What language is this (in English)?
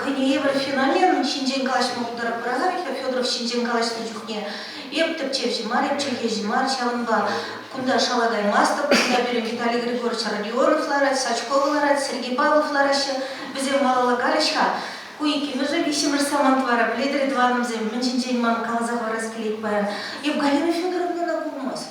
Chuvash